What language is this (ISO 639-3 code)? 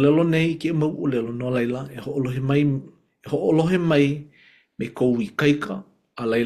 haw